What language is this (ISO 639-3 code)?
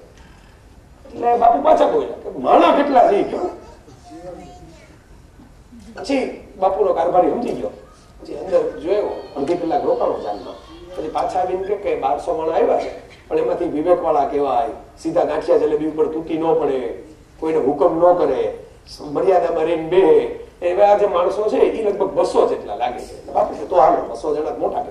guj